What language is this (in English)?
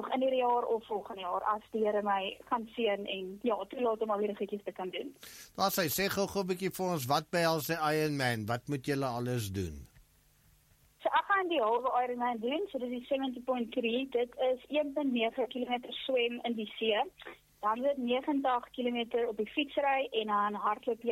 Afrikaans